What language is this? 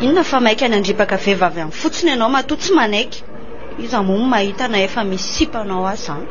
Malagasy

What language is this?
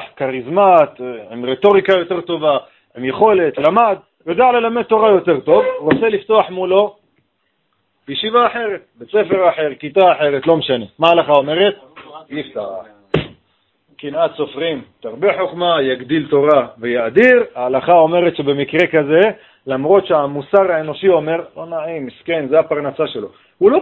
Hebrew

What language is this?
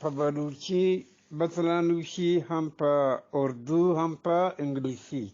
Eastern Balochi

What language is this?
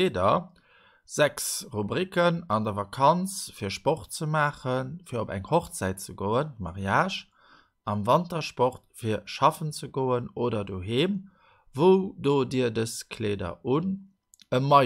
Luxembourgish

